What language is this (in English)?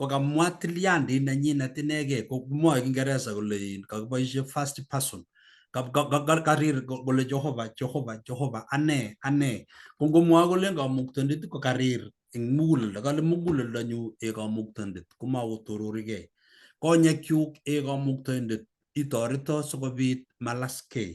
Kalenjin